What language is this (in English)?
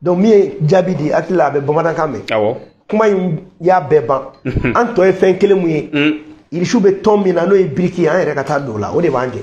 Bambara